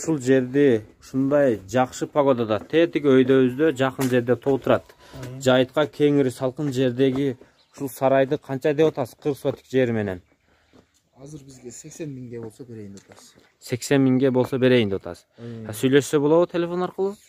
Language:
Kyrgyz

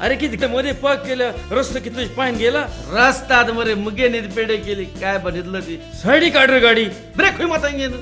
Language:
Konkani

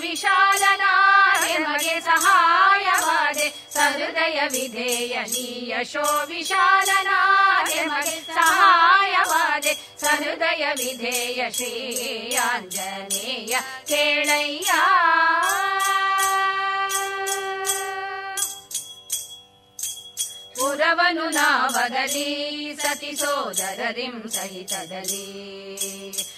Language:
Kannada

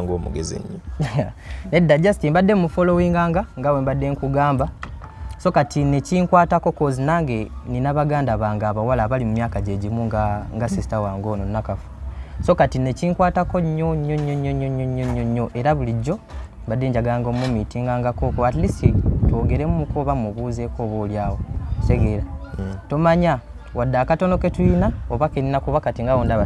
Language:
Ganda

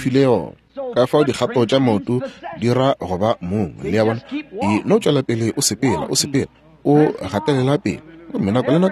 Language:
Northern Sotho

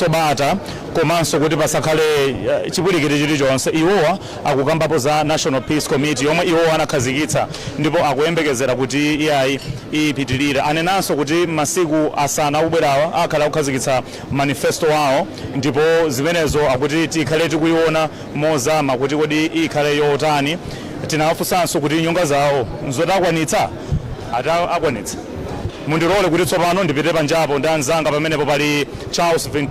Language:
Nyanja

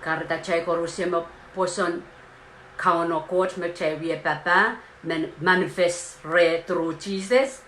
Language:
Pohnpeian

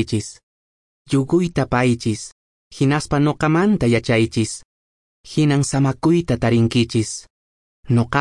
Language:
Quechua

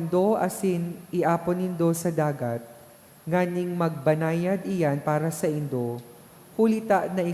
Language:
Bikol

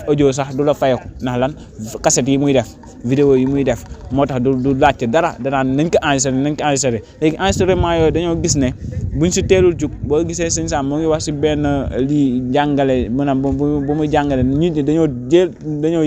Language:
Wolof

